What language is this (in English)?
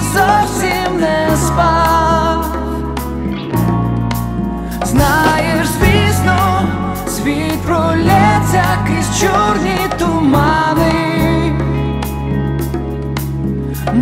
Ukrainian